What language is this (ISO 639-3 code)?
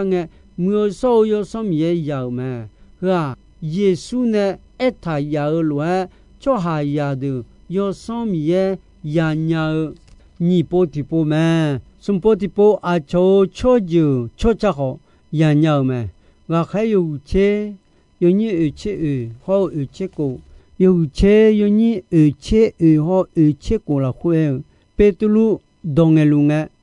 ahk